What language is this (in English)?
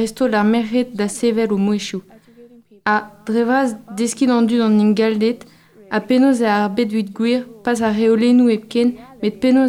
Breton